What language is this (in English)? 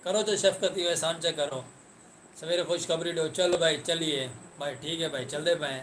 Saraiki